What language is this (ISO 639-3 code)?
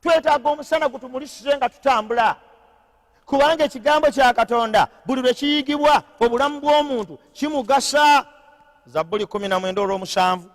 lug